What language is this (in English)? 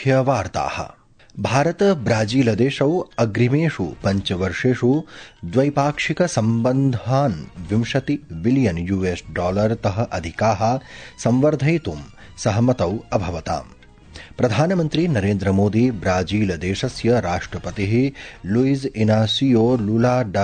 Sanskrit